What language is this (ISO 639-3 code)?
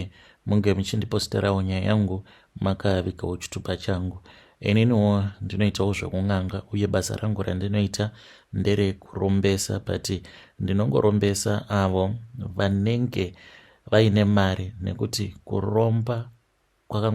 sna